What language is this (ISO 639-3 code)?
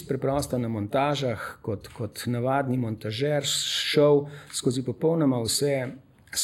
slv